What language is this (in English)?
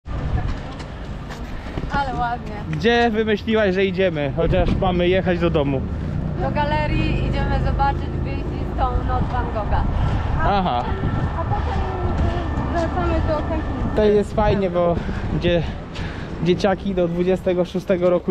Polish